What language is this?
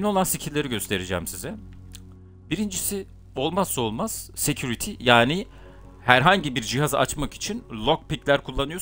Turkish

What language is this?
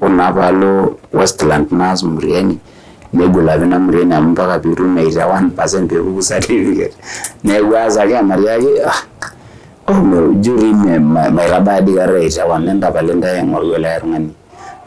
Masai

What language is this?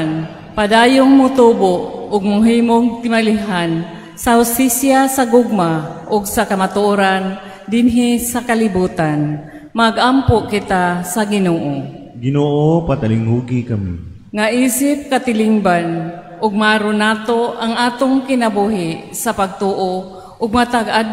Cebuano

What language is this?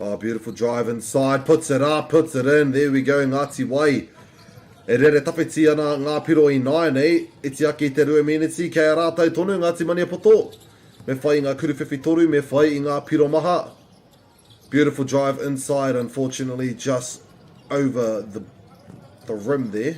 Māori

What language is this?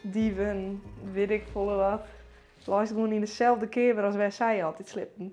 Western Frisian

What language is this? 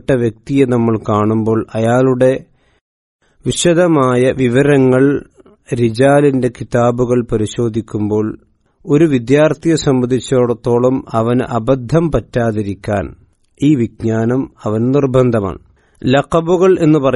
Malayalam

